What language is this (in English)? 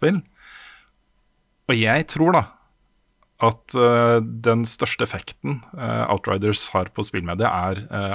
Norwegian